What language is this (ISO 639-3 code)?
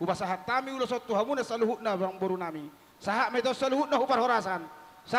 bbc